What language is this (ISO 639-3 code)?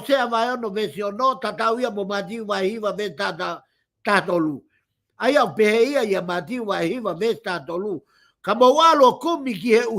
ton